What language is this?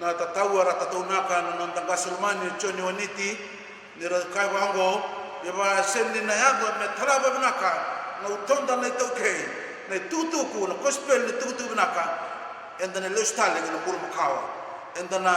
Fijian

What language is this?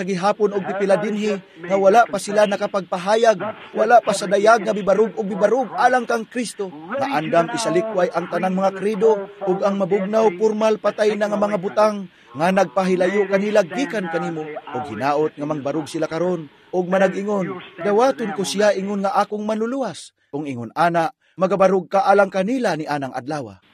Cebuano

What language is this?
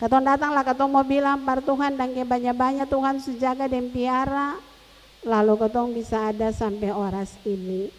Ambonese Malay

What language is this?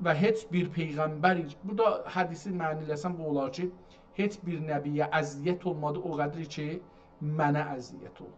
South Azerbaijani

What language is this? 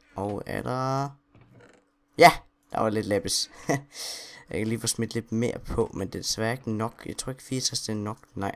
Danish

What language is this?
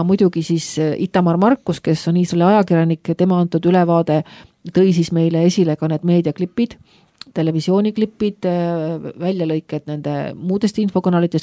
Estonian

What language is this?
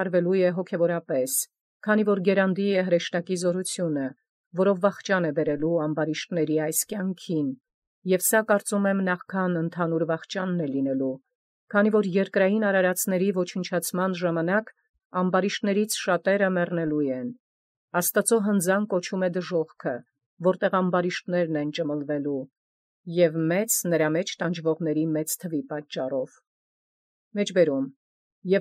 Armenian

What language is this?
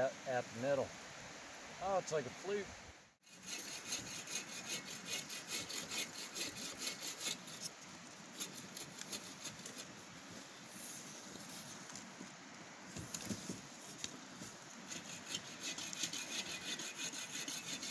English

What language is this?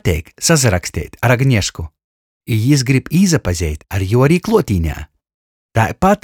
Latgalian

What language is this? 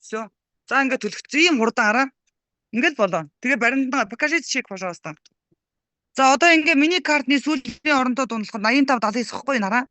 Mongolian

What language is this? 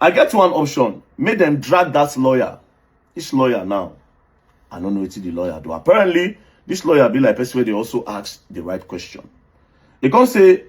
Nigerian Pidgin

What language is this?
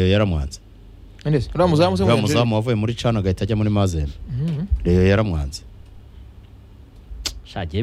Kinyarwanda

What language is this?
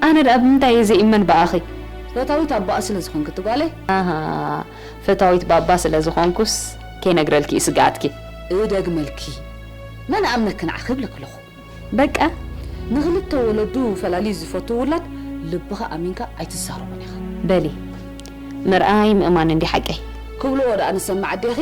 Tigrinya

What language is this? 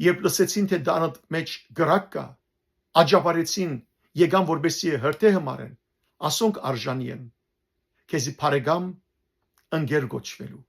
Western Armenian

